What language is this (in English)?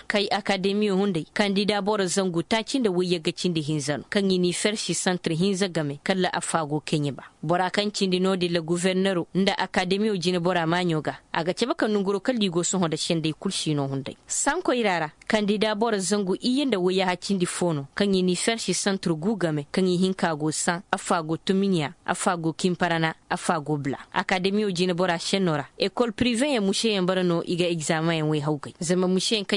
Koyraboro Senni